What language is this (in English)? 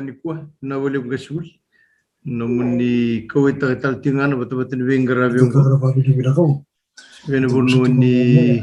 Fijian